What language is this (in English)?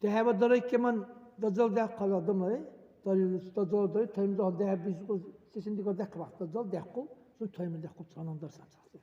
Dargwa